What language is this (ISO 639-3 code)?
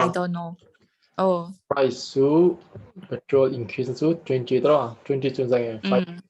lus